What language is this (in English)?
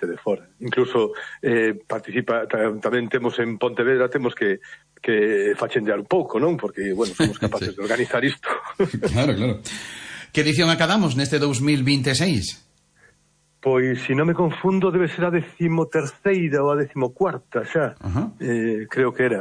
Galician